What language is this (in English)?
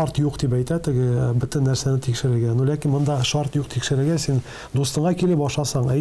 Tatar